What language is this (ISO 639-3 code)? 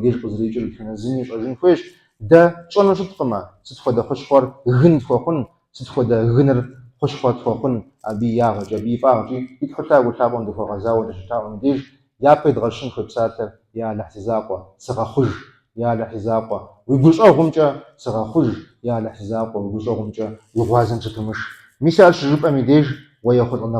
kbd